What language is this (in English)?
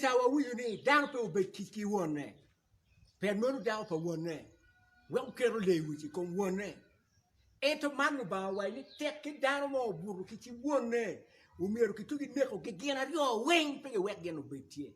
Acoli